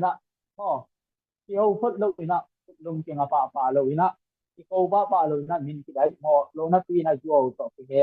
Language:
Tedim Chin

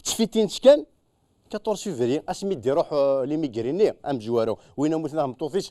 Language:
Kabyle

